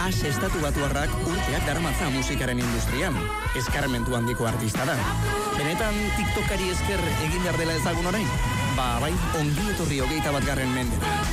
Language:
Basque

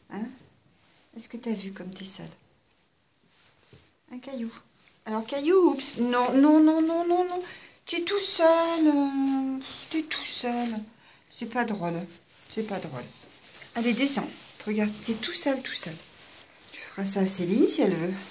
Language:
French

